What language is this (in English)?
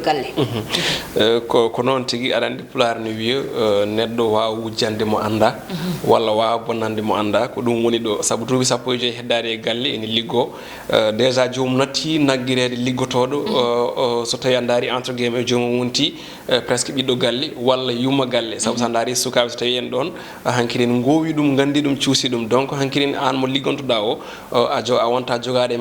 Fula